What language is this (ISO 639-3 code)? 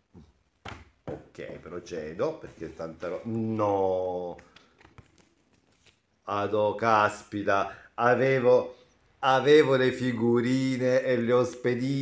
ita